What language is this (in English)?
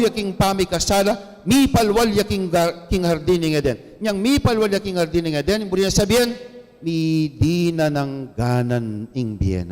Pampanga